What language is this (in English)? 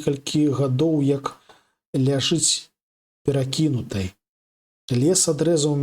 Belarusian